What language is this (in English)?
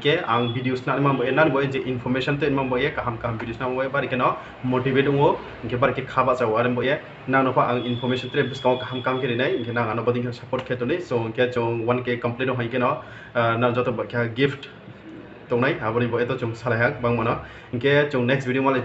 Riang (India)